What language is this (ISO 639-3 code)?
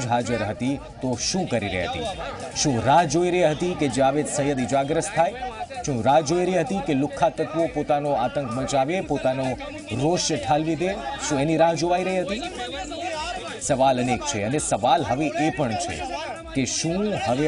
guj